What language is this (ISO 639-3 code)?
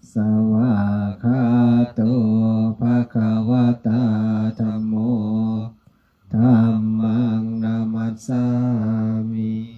pli